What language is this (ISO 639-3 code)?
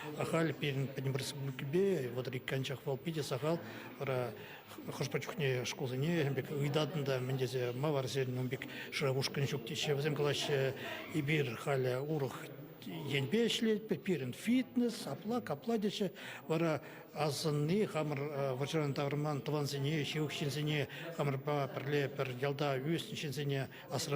chv